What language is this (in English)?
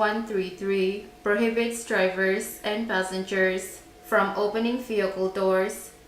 Pohnpeian